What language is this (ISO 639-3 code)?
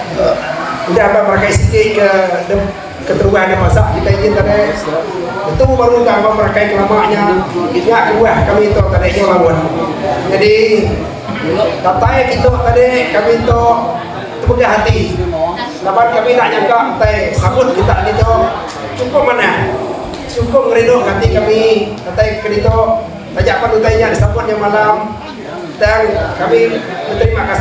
msa